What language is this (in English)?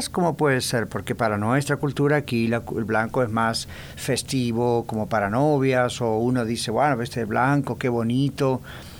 Spanish